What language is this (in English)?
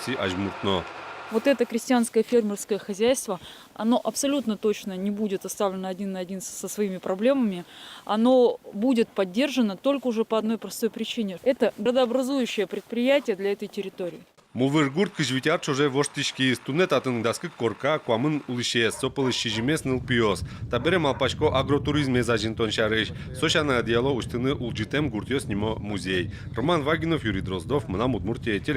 Udmurt